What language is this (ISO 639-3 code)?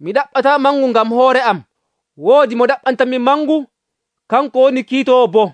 fuv